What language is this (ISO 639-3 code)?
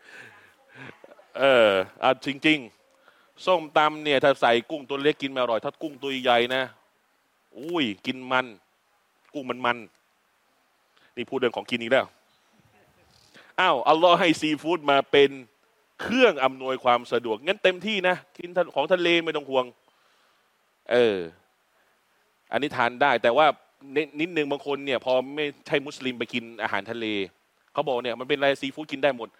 tha